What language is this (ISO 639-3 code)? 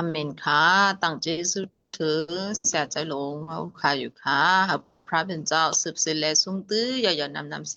shn